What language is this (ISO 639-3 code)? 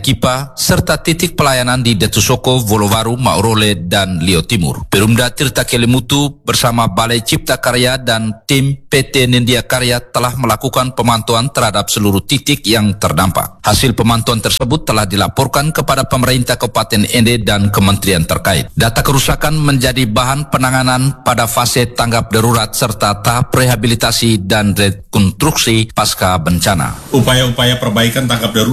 ind